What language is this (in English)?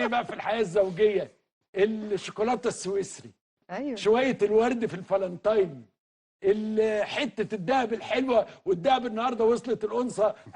Egyptian Arabic